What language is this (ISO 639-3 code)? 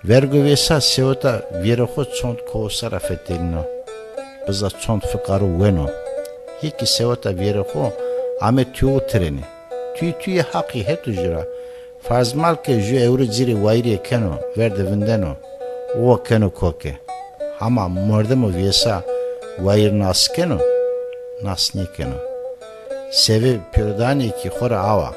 zza